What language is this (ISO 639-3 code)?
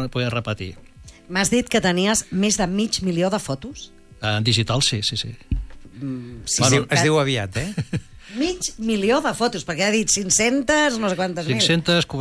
cat